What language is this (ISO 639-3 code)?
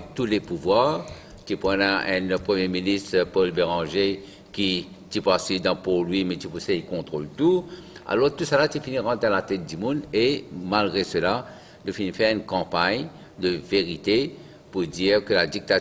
mfe